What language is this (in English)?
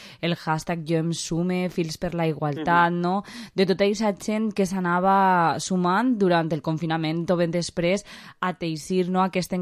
Catalan